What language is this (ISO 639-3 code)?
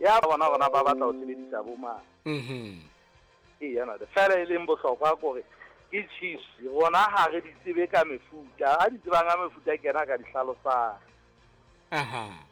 sot